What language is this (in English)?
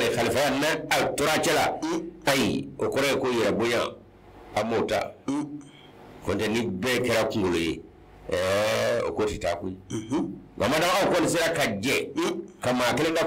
Bambara